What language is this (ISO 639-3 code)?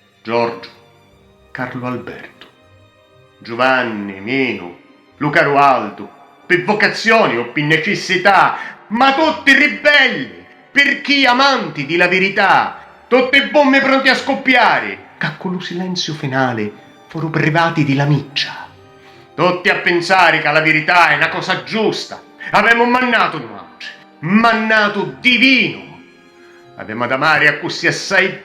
scn